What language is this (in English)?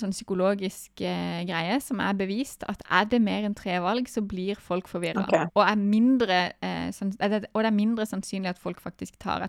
Norwegian